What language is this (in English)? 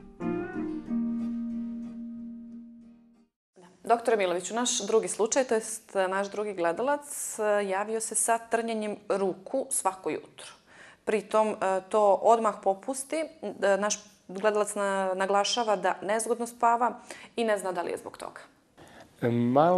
Serbian